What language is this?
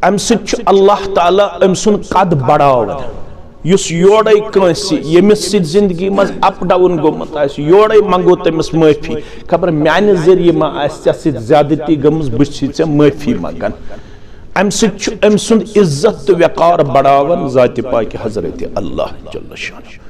Kashmiri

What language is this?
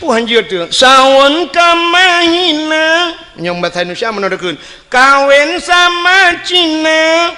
Achinese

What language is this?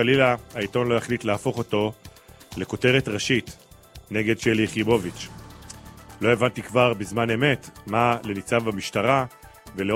Hebrew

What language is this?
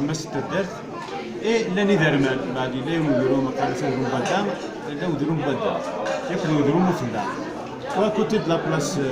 Kabyle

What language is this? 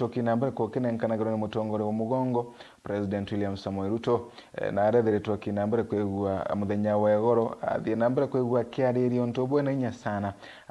Meru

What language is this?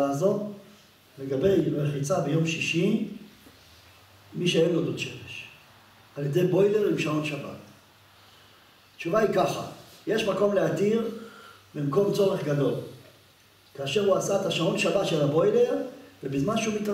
Hebrew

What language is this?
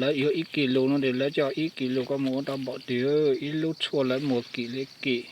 Hmong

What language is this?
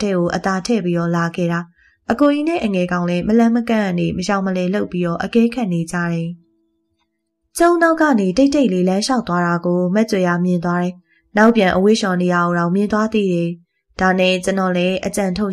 Burmese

